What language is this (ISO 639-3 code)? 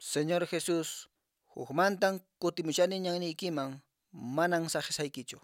que